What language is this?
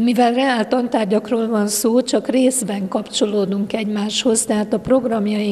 Hungarian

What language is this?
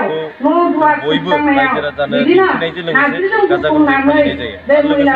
Bodo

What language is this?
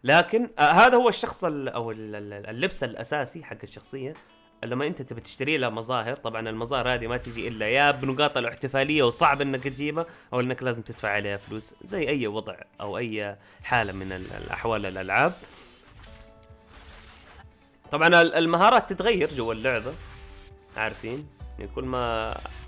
Arabic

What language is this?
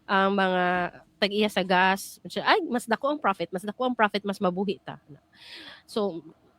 Cebuano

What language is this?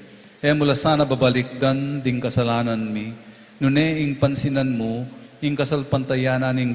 Pampanga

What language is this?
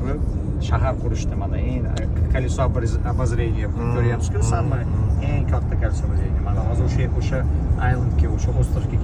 Uzbek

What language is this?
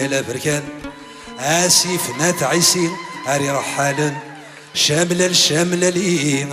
Kabyle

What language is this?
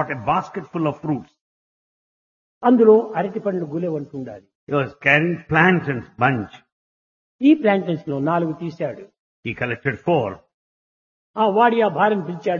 Telugu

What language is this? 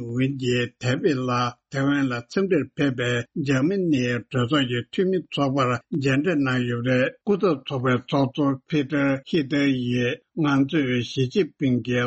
Tibetan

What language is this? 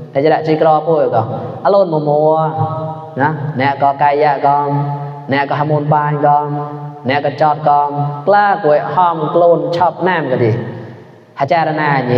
Mon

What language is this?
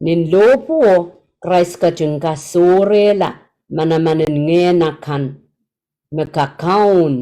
Pohnpeian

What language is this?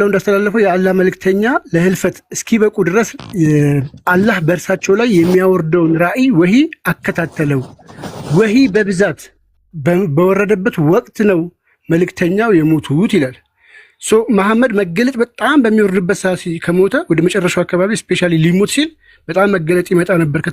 Amharic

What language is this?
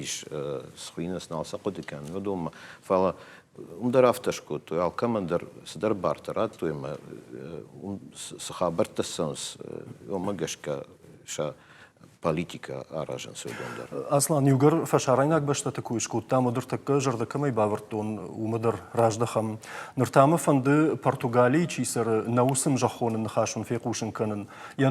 Ossetic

